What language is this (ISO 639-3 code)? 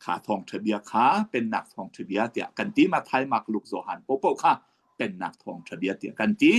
cnh